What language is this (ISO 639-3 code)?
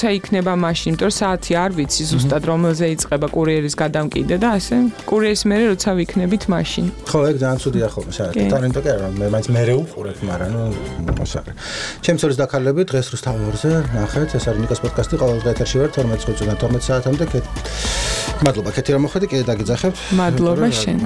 kat